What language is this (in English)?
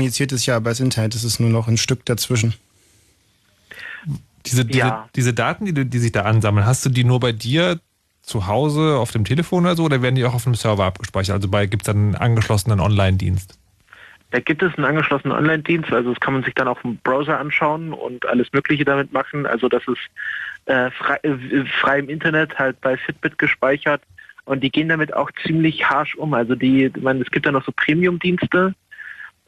German